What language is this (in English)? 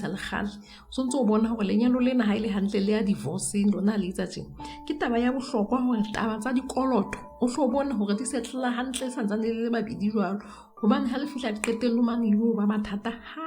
Southern Sotho